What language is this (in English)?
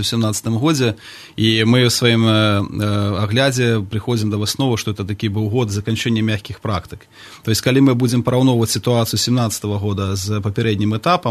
Belarusian